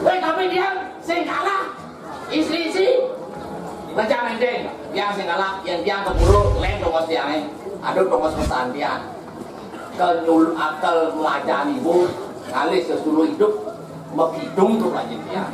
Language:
Balinese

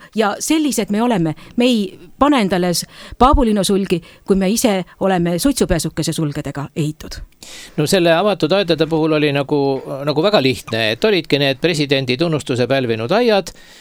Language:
Estonian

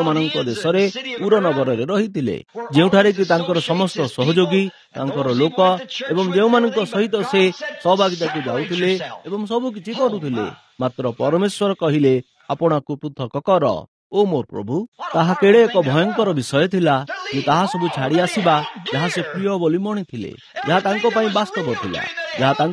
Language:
Odia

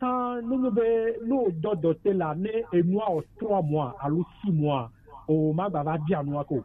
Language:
Gen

